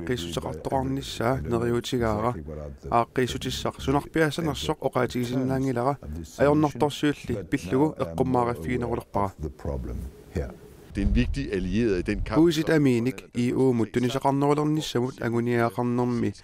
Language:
Kalaallisut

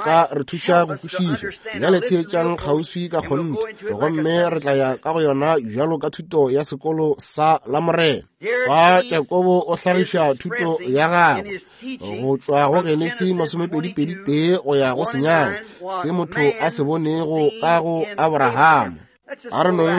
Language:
Northern Sotho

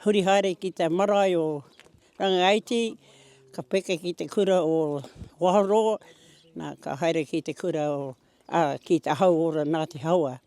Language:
Māori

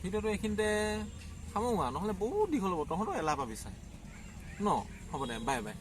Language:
Assamese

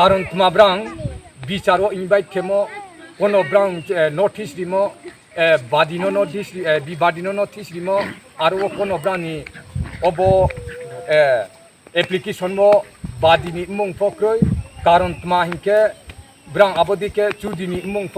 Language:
Riang (India)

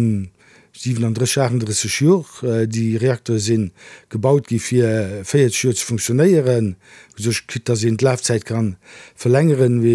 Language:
Luxembourgish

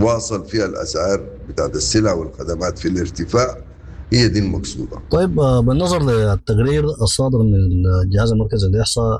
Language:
Sudanese Arabic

